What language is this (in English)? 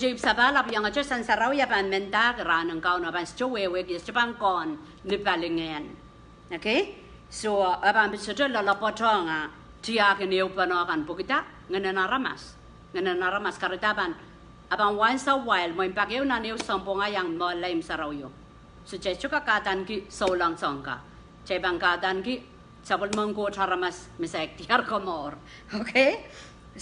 Pohnpeian